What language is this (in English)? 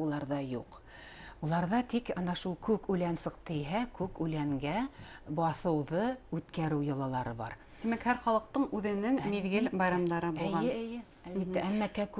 Bashkir